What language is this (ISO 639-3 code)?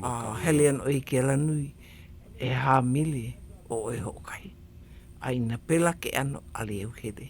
haw